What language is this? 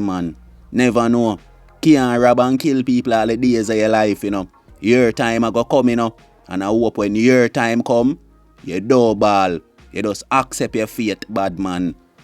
Jamaican Creole English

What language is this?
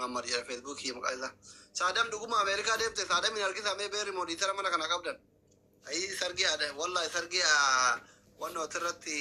Oromo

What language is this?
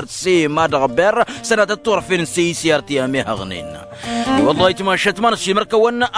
Tamasheq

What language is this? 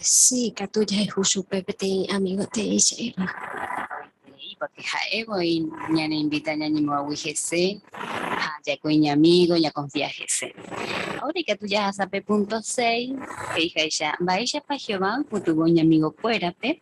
Guarani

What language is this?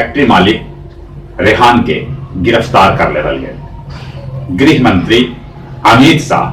Magahi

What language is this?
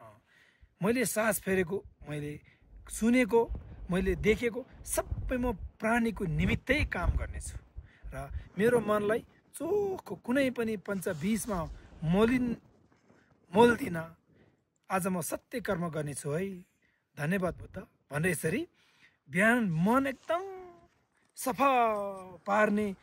Nepali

